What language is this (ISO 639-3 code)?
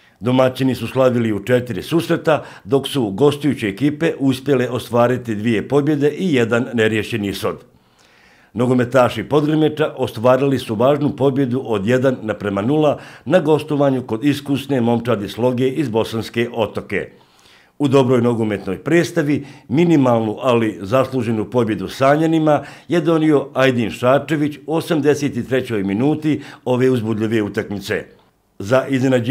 bos